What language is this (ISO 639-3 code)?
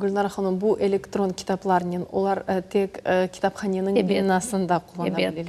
crh